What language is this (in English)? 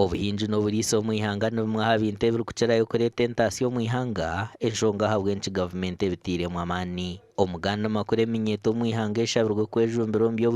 Nyankole